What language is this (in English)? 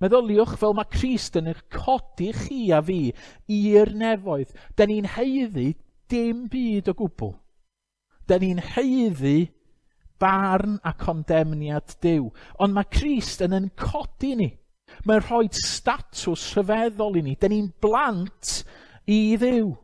Welsh